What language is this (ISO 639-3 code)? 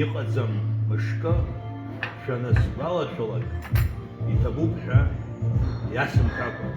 abk